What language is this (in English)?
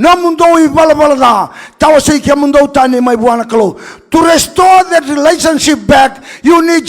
Fijian